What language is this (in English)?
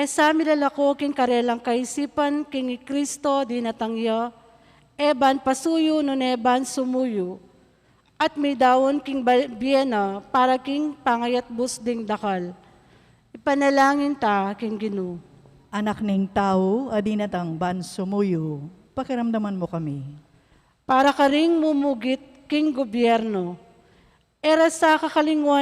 Pampanga